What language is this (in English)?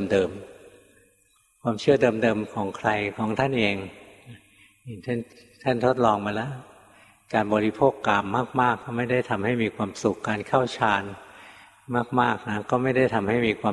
Thai